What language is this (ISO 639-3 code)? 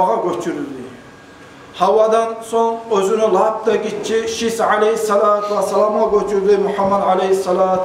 kum